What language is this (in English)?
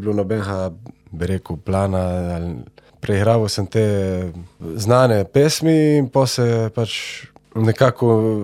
Slovenian